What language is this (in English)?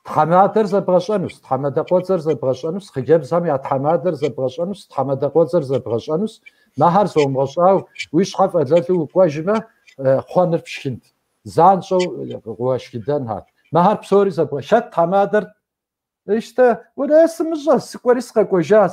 Kabardian